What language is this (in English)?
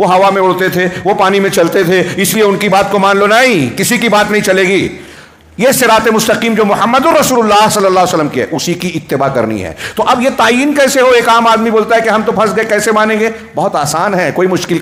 Urdu